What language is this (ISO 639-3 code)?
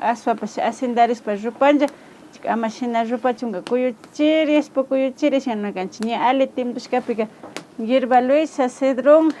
qvi